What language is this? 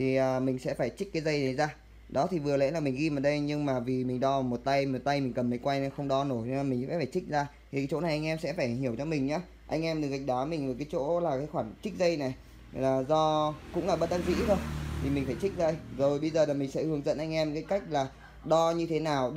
Vietnamese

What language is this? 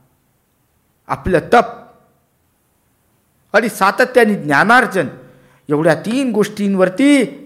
Marathi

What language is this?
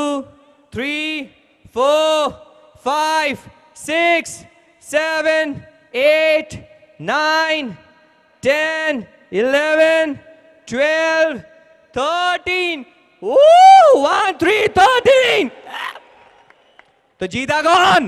Hindi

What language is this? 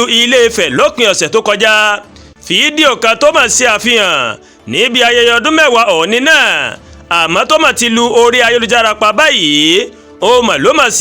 Yoruba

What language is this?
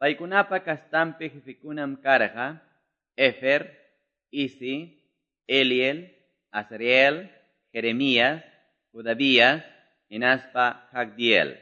Quechua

